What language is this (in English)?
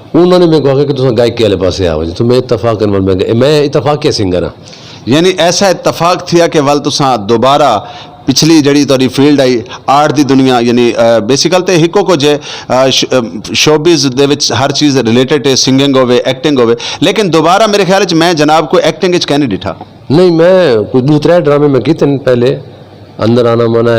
Saraiki